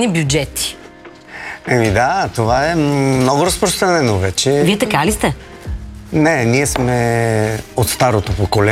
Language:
Bulgarian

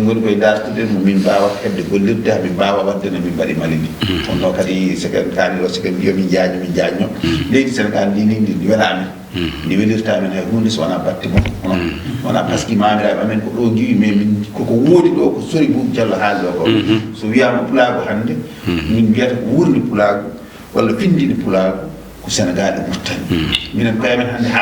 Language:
Fula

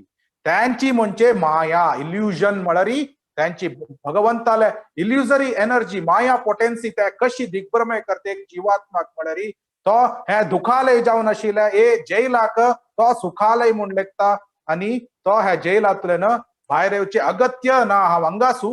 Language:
Konkani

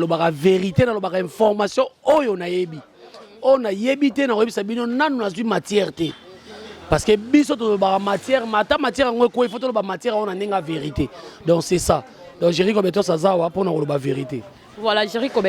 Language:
Lingala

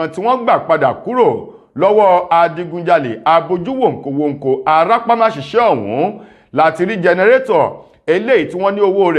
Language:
Yoruba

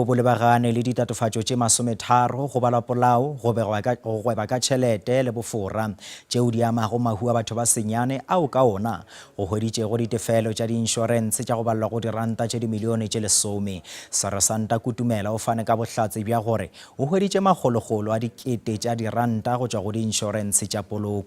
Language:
Northern Sotho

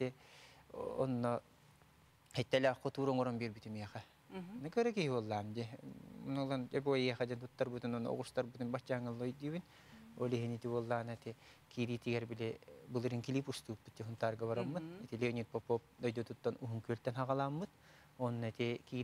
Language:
Yakut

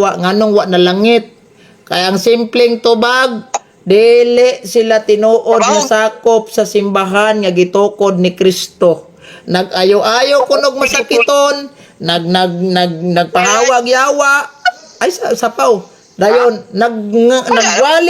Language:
Cebuano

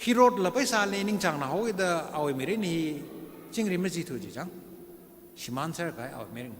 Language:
Tangkhul Naga (India)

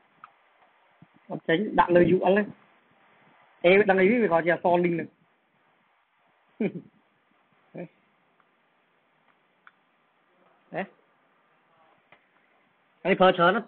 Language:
Vietnamese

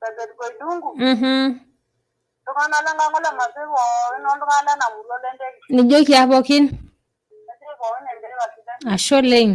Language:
Masai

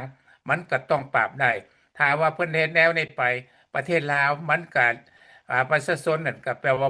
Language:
Lao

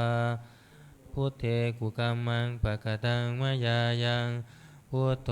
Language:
Pali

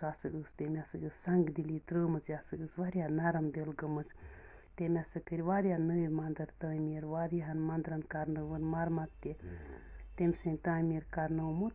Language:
Kashmiri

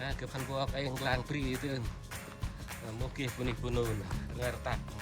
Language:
Central Mnong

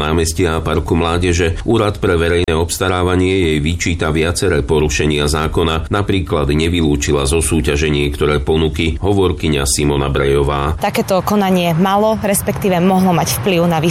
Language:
Slovak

